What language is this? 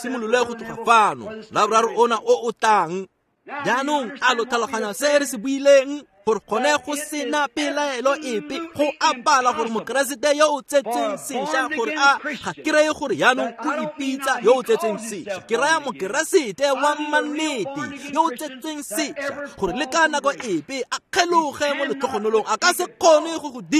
Tswana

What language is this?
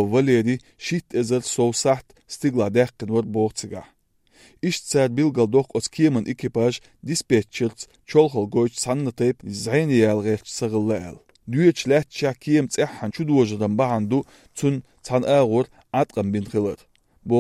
Azerbaijani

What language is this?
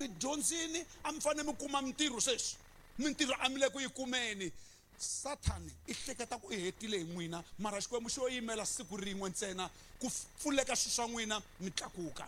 Tsonga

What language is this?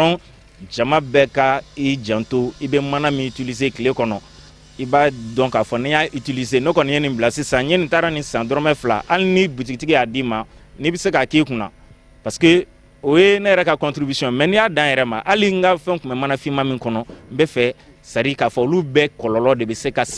Bambara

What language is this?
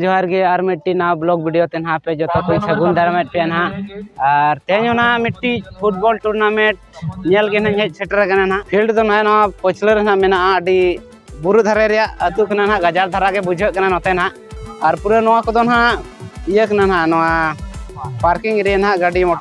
Santali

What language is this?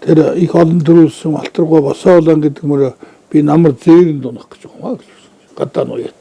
Mongolian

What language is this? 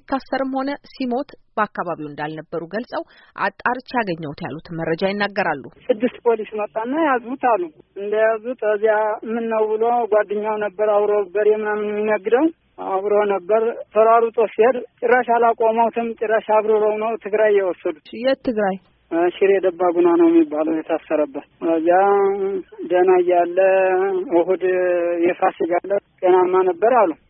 Amharic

